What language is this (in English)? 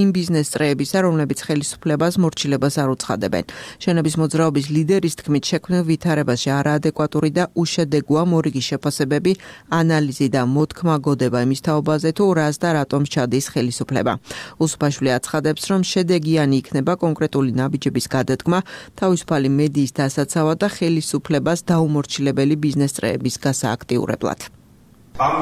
Georgian